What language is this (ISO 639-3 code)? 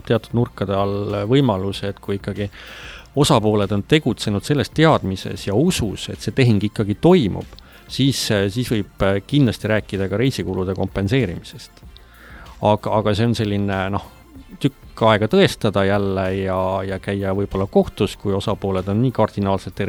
est